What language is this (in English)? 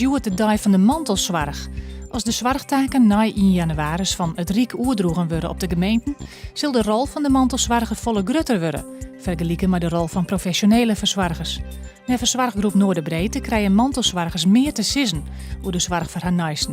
Western Frisian